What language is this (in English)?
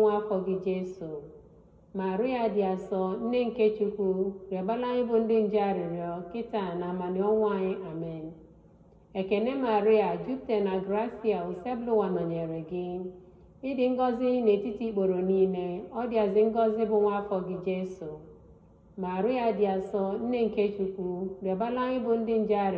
Igbo